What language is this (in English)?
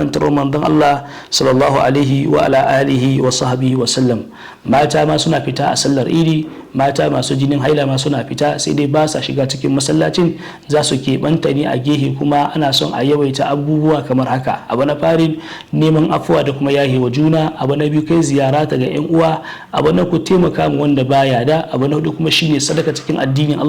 Hausa